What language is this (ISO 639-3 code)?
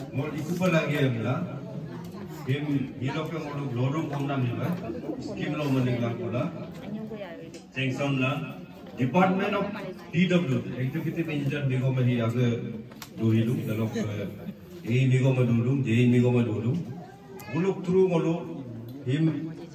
msa